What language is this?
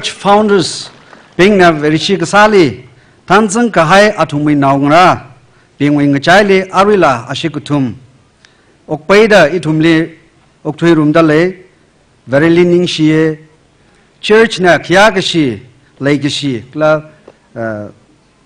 Tangkhul Naga (India)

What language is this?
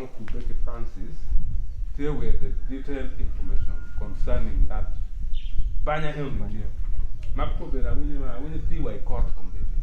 Acoli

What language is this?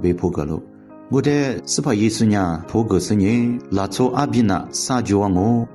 Lisu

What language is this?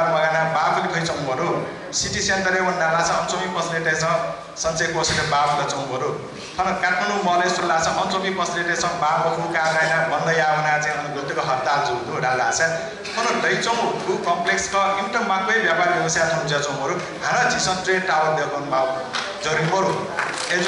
Newari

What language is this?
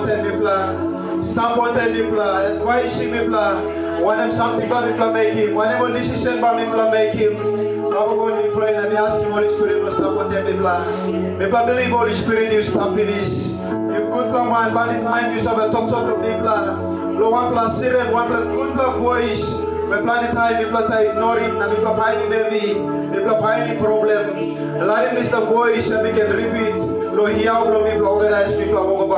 Tok Pisin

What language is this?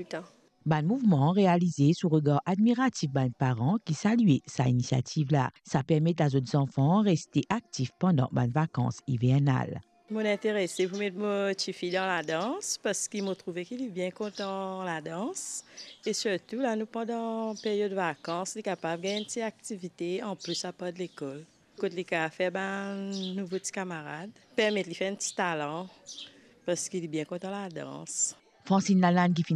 Morisyen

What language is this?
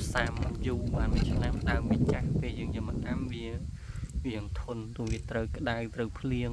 Khmer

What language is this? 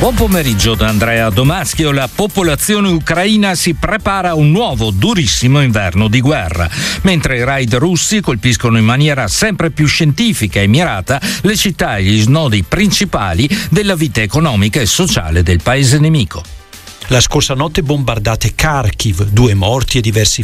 Italian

